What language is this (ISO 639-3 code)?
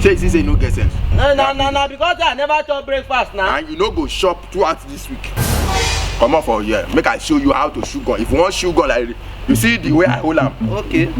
pcm